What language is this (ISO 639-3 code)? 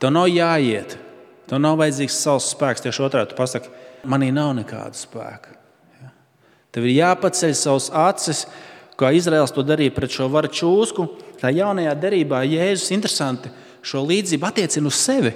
lav